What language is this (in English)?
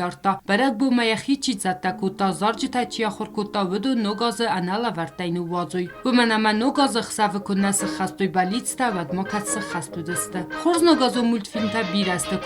Ossetic